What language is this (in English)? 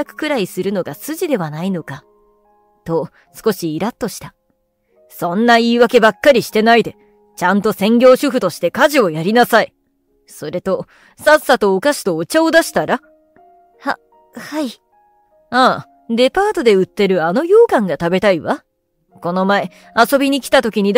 Japanese